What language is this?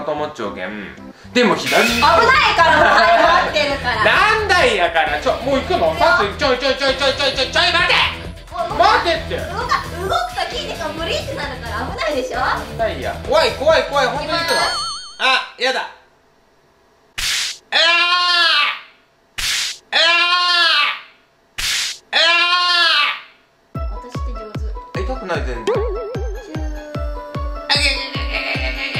Japanese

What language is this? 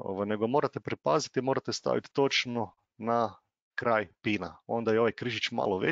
Croatian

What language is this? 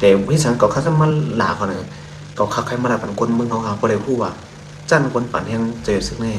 Shan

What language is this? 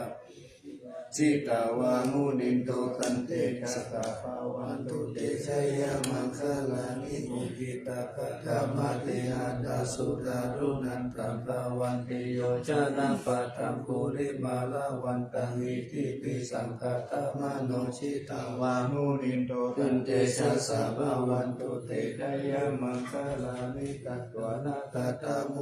Pali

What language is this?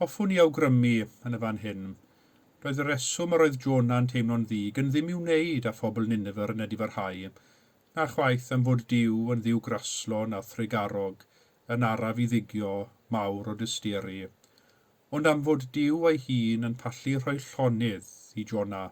Welsh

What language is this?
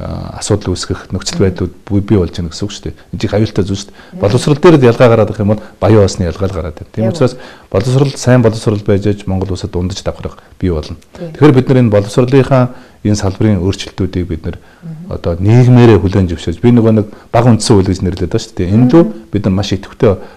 Mongolian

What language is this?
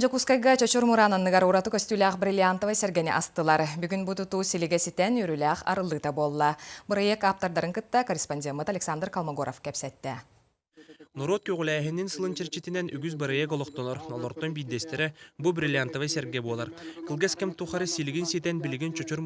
Yakut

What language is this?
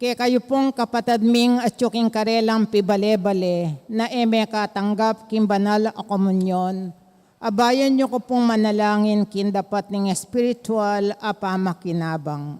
Pampanga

